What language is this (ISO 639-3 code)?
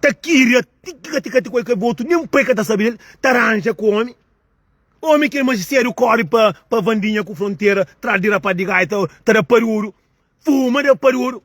kea